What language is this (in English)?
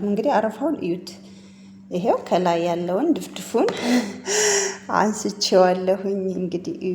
Amharic